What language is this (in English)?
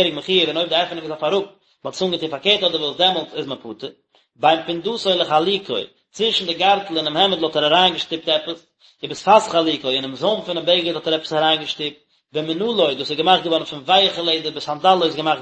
Yiddish